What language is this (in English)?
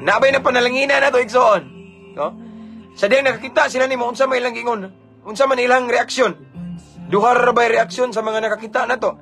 Cebuano